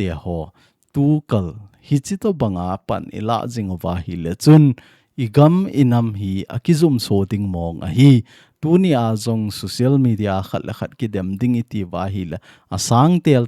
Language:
Thado Chin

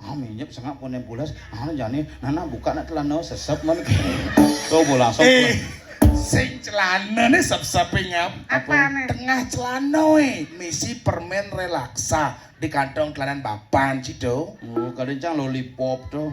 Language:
Balinese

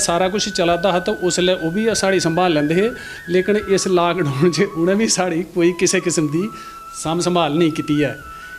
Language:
Dogri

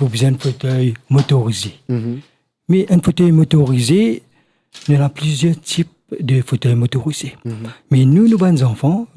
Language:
Morisyen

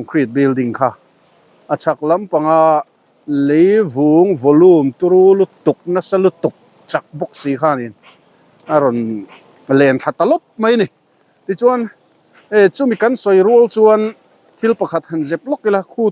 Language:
Mizo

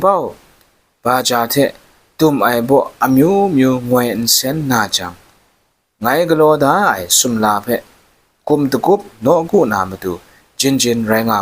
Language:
Kachin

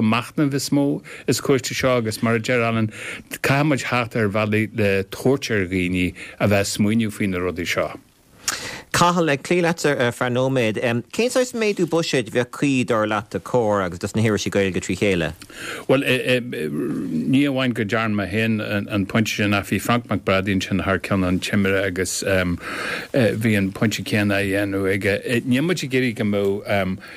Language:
Irish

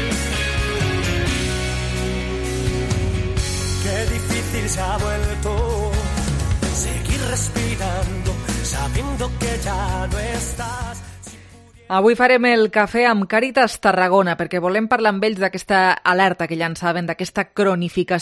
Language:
Catalan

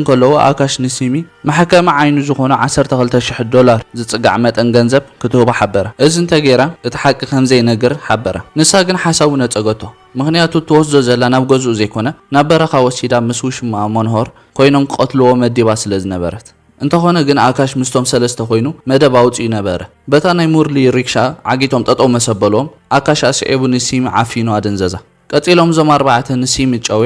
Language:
Tigrinya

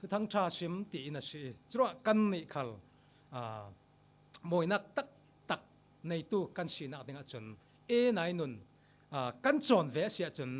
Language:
Falam Chin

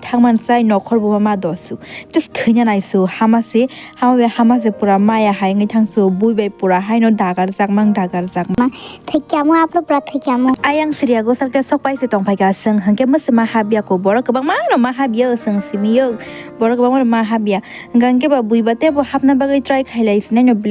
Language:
Kok Borok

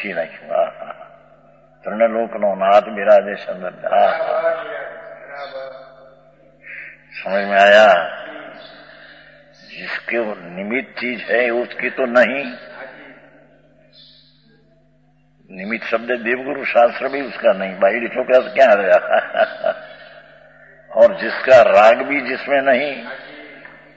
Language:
Hindi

